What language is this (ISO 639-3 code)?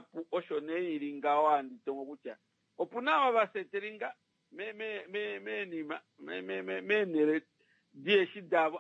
kua